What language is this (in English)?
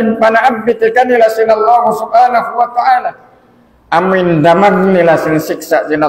Tausug